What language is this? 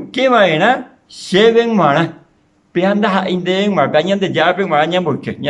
Guarani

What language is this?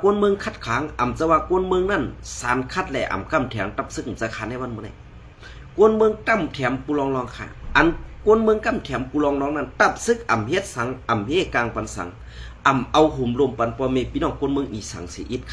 Shan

